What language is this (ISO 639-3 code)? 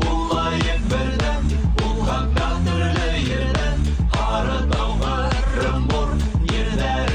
bak